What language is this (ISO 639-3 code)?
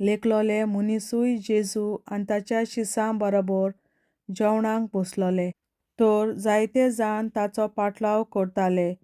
kok